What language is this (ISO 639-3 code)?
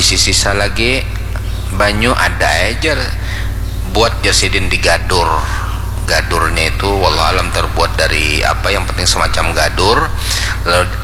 bjn